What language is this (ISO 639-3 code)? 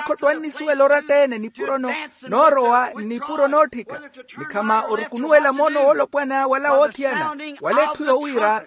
vmw